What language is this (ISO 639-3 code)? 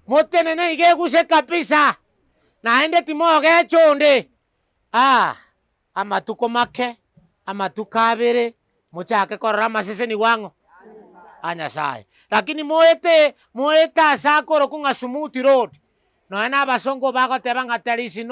guz